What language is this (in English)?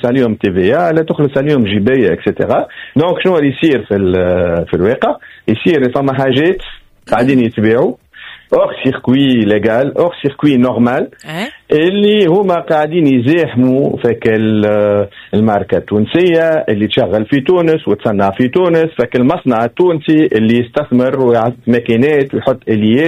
Tunisian Arabic